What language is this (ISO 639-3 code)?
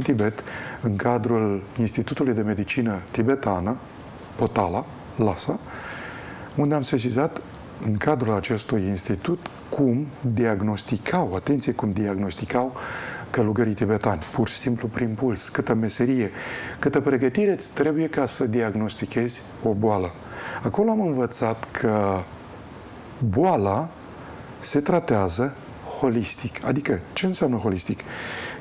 ron